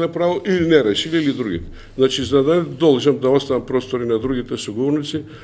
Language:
Macedonian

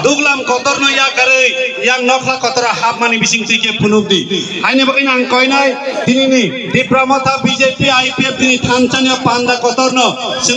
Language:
Kok Borok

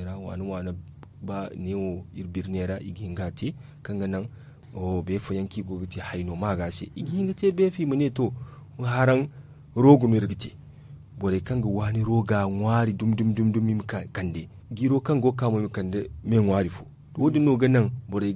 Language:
Zarma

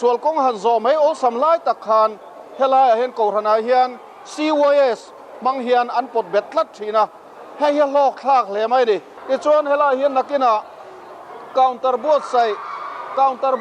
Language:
Mizo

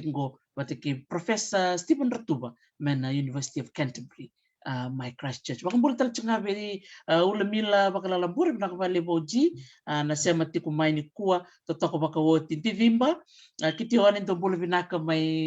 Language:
Fijian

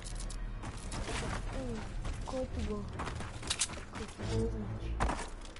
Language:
Bulgarian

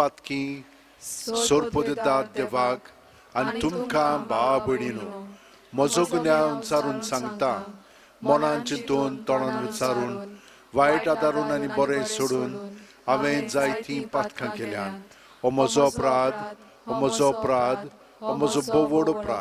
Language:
Konkani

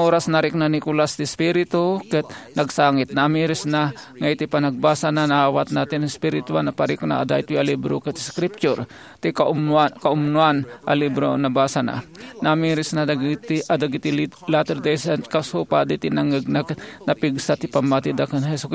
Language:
Iloko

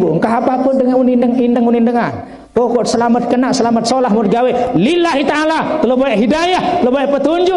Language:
Sasak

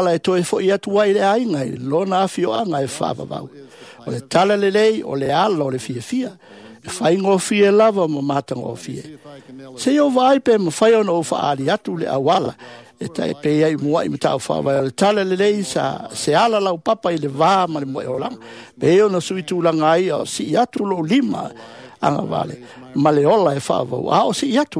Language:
Samoan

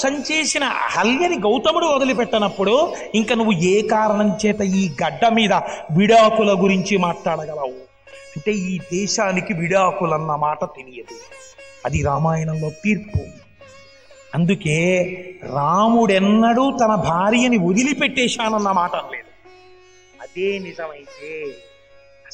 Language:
Telugu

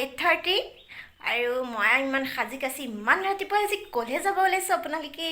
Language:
Assamese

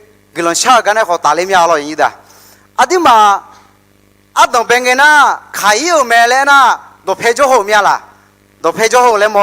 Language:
Akha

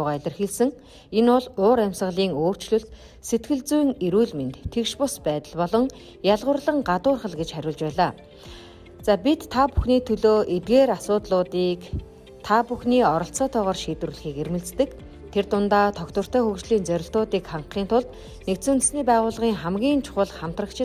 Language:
Mongolian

